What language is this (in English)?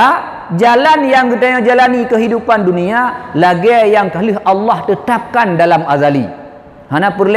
Achinese